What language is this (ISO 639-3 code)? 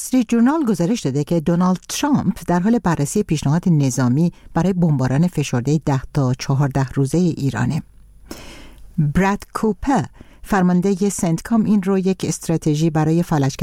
fas